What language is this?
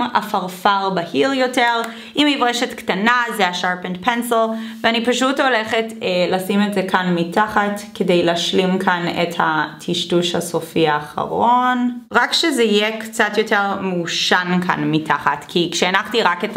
Hebrew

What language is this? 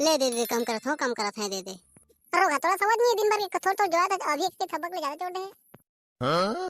Chhattisgarhi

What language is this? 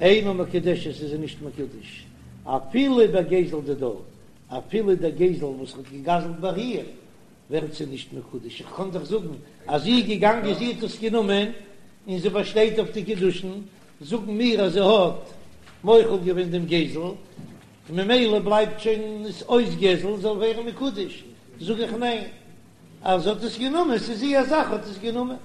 Yiddish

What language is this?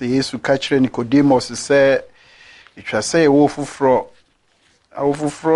Akan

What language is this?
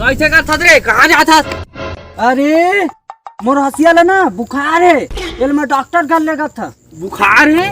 Chhattisgarhi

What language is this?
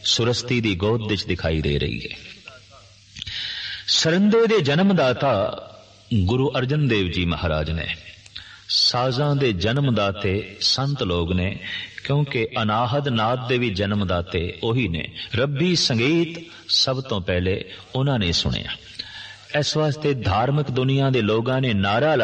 Punjabi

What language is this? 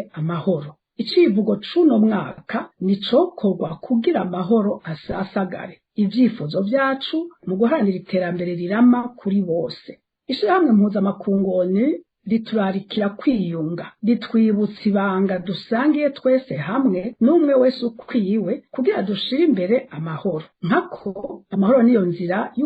Rundi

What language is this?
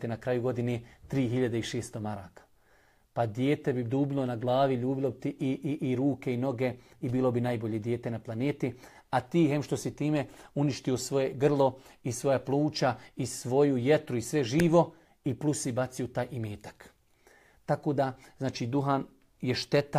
Bosnian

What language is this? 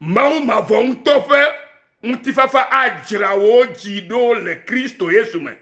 Ewe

